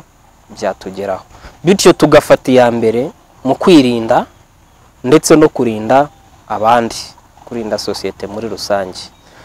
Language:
Kinyarwanda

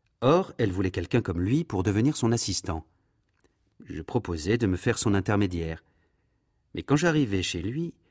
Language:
French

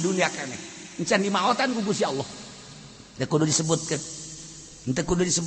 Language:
Sundanese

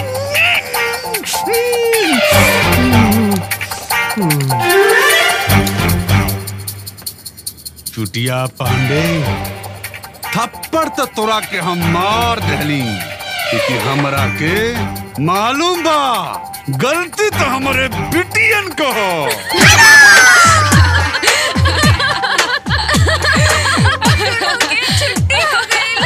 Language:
Bhojpuri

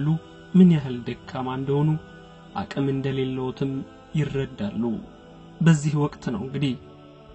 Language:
Amharic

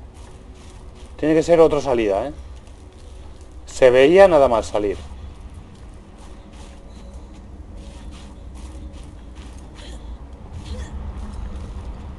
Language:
Spanish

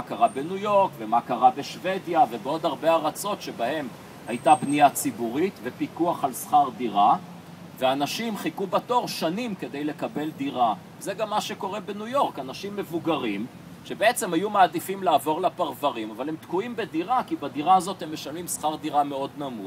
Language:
Hebrew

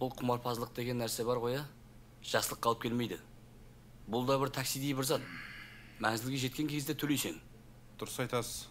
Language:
Kara-Kalpak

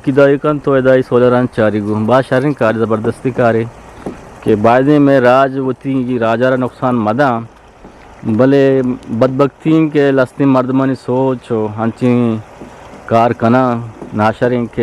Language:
Eastern Balochi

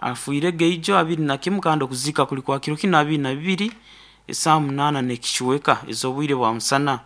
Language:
Nyankole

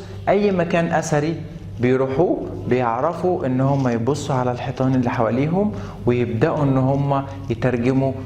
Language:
Egyptian Arabic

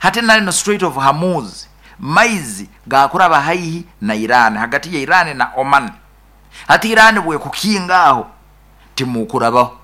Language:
Nyoro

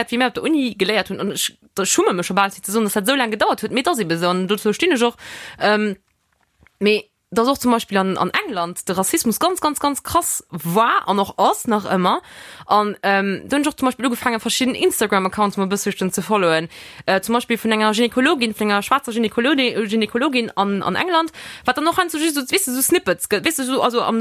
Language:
Luxembourgish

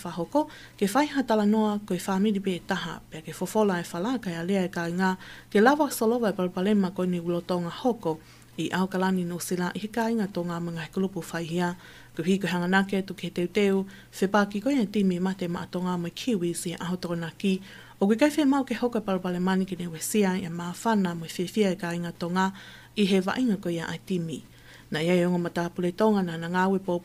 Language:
Tongan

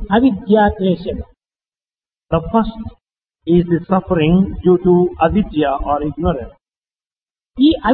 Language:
Telugu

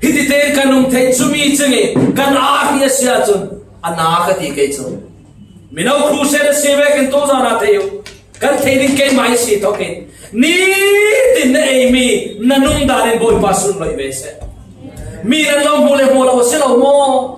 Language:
Falam Chin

